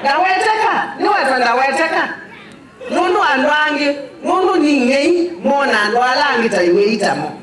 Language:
Kamba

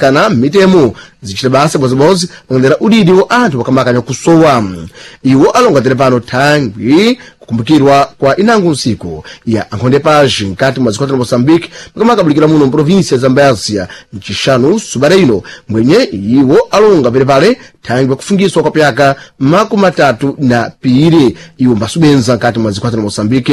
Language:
Sena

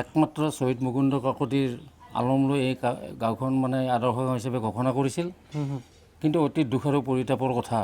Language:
Assamese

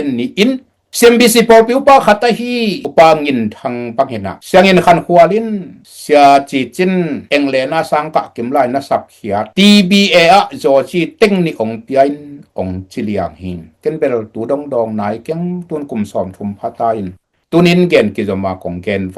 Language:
Tedim Chin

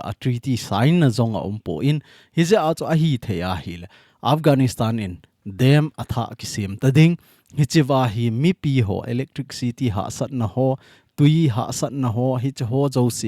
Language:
Thado Chin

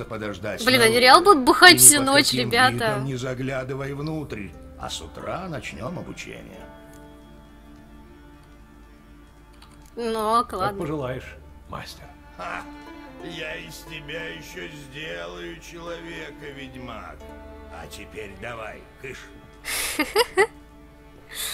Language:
Russian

